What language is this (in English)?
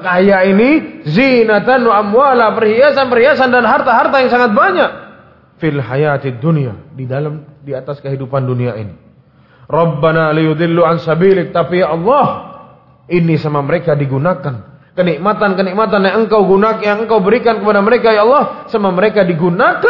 Indonesian